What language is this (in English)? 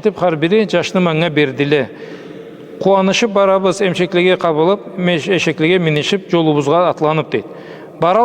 Karachay-Balkar